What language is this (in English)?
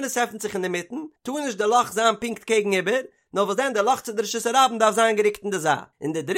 Yiddish